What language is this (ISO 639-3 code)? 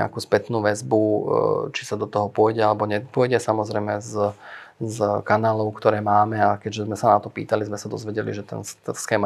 slk